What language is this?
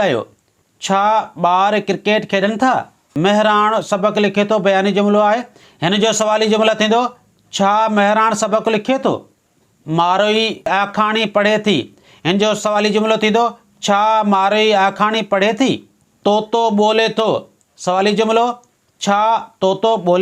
Sindhi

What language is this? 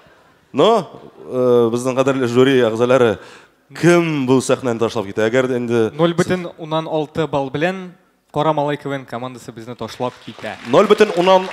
Tatar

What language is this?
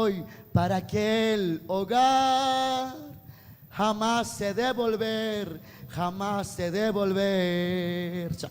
Kekchí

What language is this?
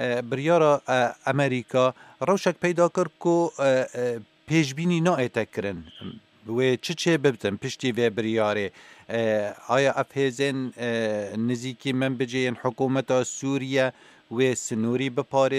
Kurdish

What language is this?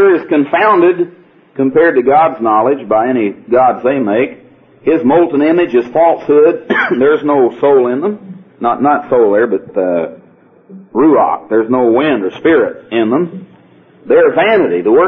English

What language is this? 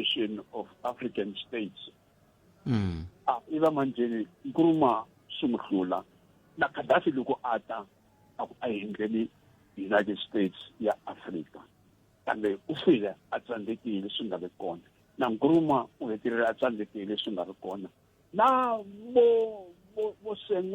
Tsonga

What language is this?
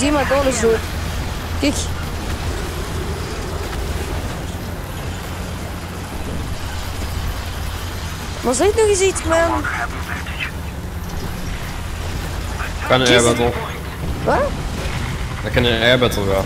Dutch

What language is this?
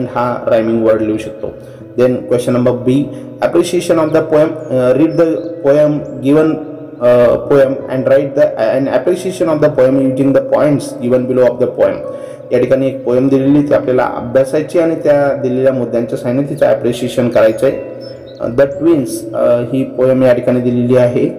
Marathi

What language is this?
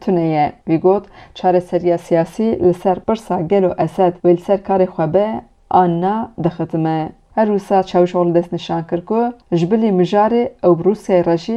Kurdish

